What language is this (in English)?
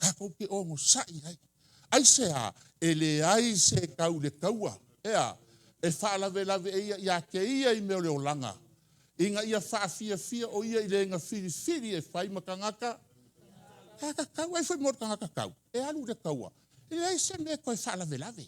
Samoan